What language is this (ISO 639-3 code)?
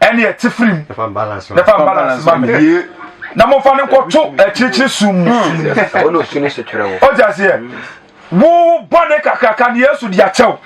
aka